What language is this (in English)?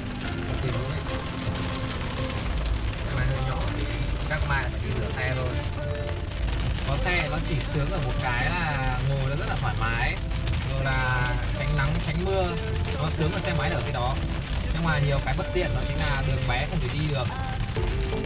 Vietnamese